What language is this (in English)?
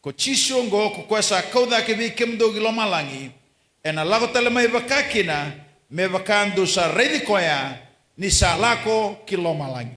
Fijian